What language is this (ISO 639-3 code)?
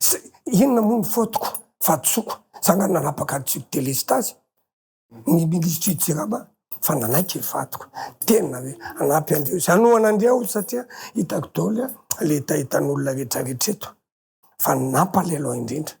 mlg